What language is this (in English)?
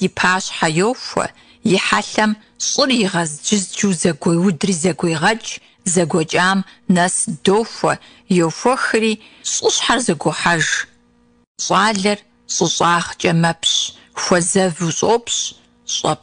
Kabardian